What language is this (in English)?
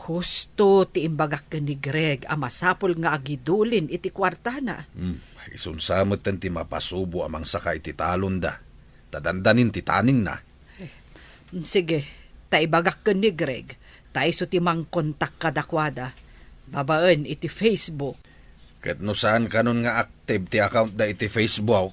Iloko